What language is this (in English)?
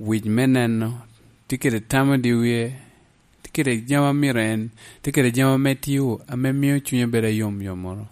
Lango (Uganda)